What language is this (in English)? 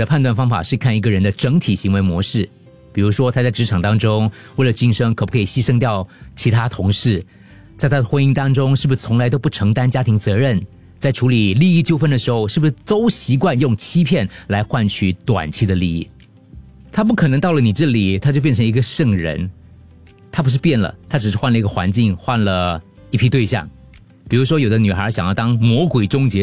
Chinese